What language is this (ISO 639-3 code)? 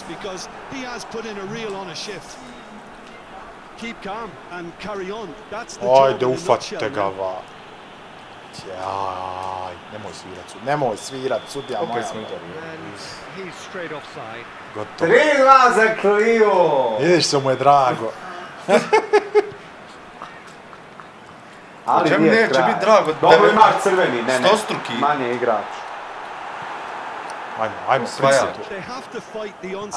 bos